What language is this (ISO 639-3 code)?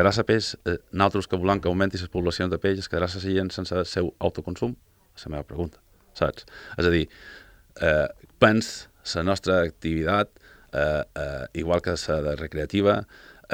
cat